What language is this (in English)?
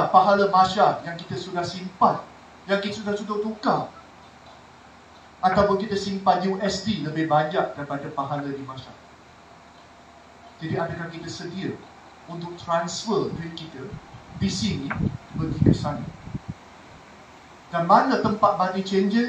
Malay